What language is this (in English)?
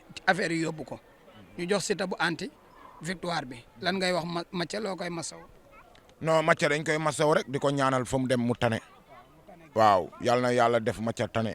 Wolof